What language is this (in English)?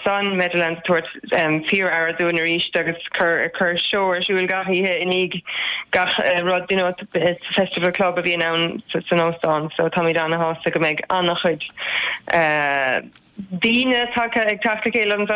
Irish